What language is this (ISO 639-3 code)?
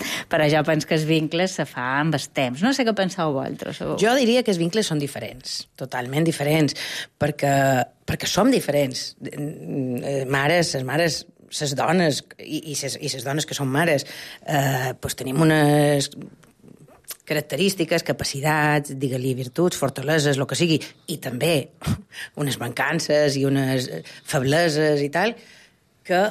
cat